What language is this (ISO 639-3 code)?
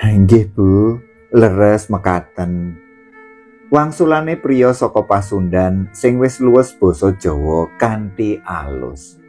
jav